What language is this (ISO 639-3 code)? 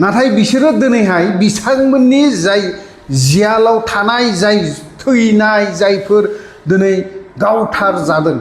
brx